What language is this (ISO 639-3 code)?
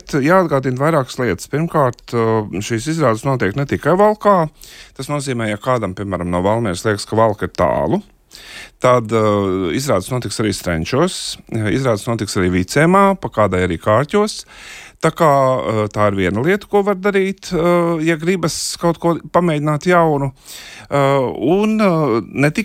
lav